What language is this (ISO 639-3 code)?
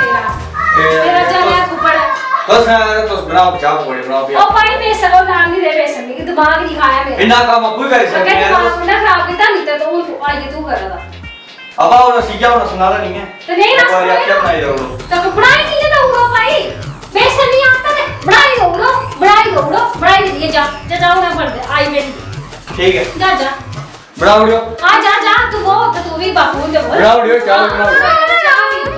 doi